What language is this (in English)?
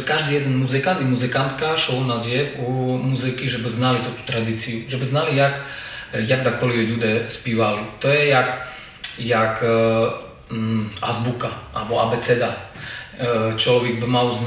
Rusyn